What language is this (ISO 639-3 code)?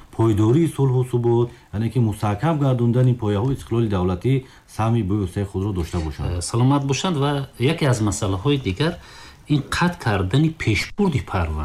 tgk